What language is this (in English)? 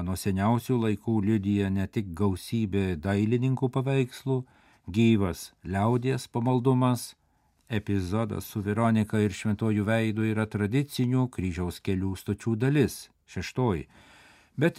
Lithuanian